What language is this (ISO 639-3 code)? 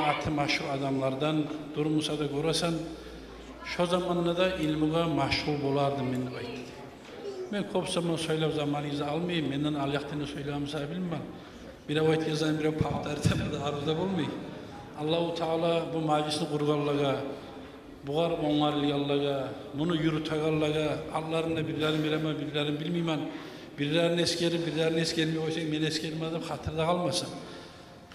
kum